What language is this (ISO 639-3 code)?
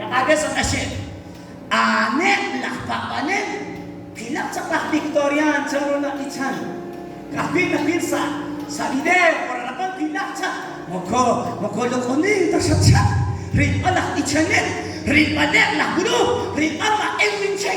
kek